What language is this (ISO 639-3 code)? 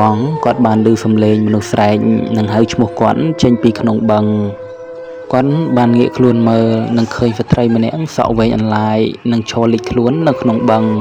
khm